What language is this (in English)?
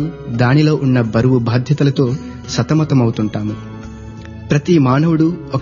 Telugu